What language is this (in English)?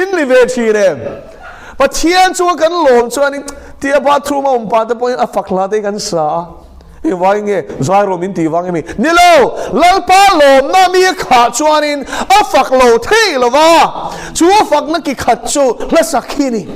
Mizo